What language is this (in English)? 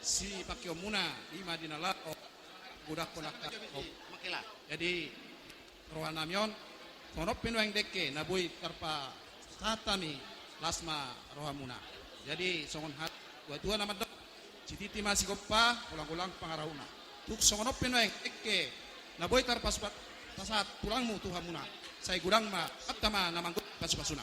Batak Toba